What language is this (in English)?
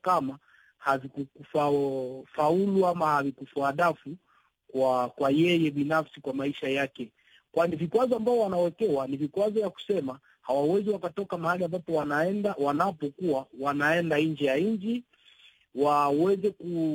Swahili